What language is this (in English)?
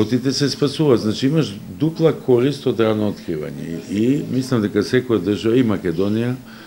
Macedonian